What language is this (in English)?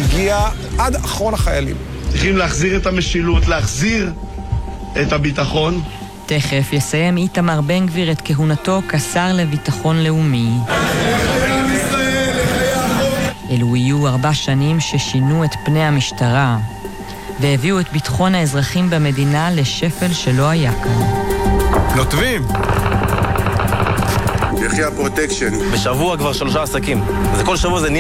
Hebrew